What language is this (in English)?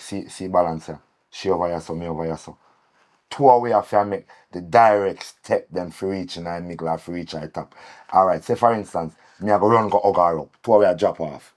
Jamaican Creole English